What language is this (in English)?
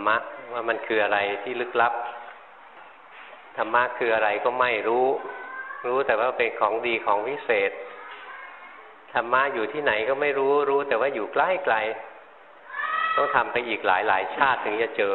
Thai